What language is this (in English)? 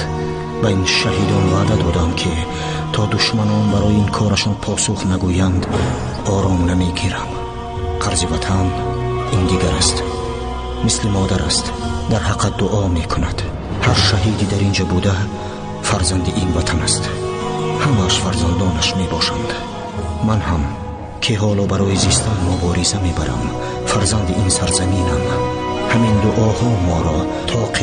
Tajik